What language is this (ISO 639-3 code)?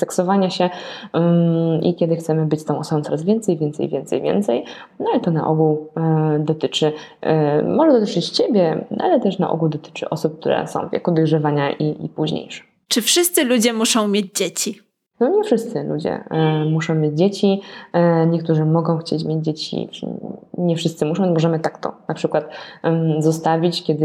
pol